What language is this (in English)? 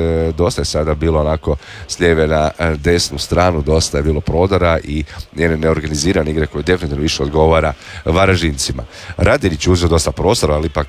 Croatian